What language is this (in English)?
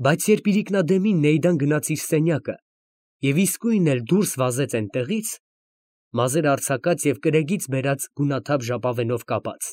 Armenian